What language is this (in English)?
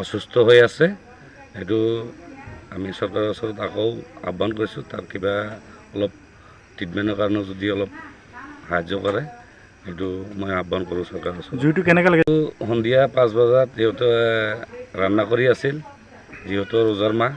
Assamese